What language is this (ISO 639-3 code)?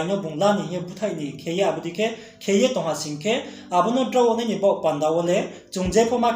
ria